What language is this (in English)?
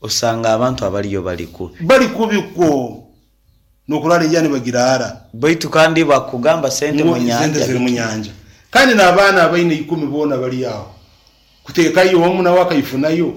Nyoro